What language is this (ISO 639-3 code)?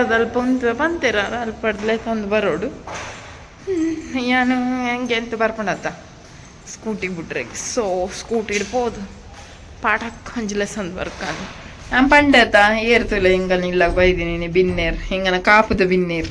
tcy